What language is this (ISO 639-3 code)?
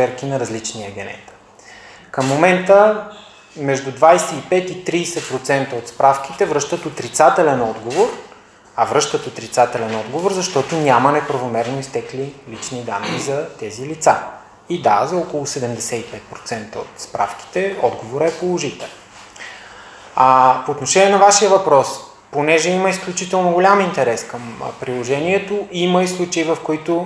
bul